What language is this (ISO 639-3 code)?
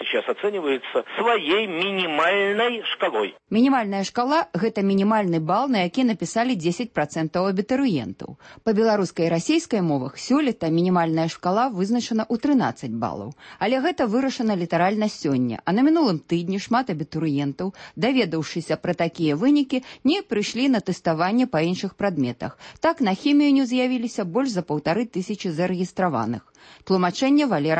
bel